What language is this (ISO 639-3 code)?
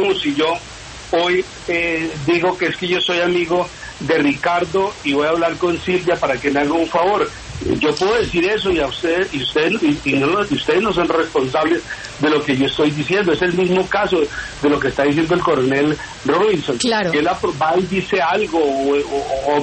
spa